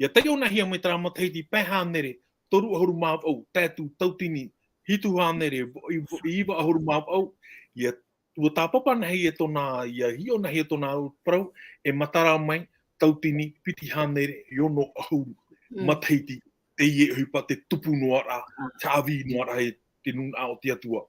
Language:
Tahitian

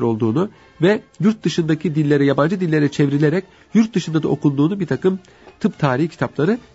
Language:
Turkish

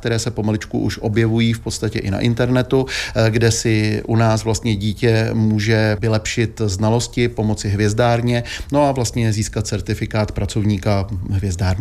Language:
Czech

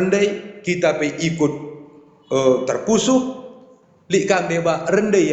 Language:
Batak Karo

